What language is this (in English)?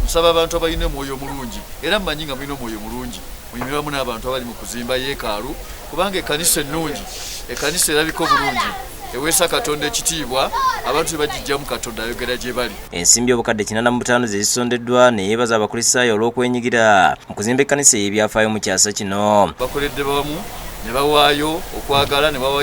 Ganda